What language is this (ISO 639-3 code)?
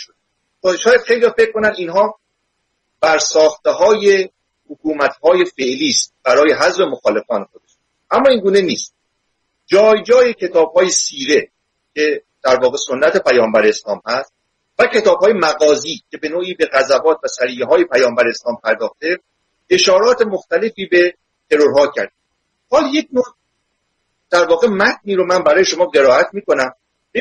fas